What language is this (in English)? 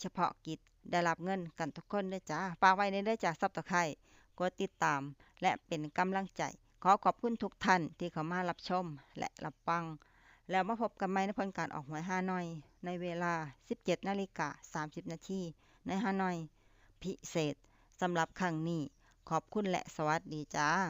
Lao